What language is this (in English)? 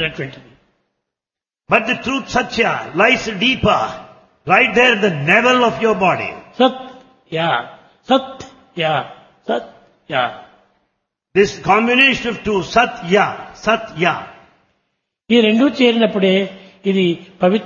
Telugu